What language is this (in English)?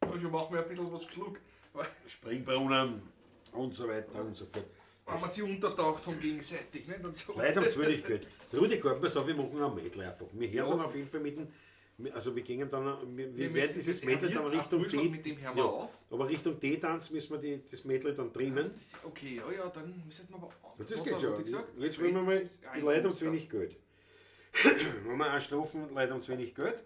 Bavarian